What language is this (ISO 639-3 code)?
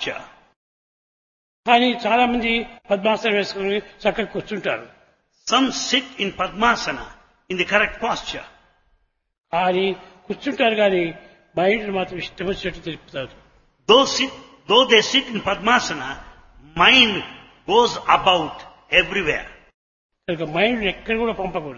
tel